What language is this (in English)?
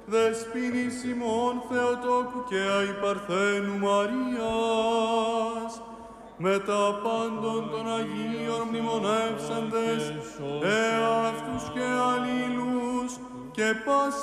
Greek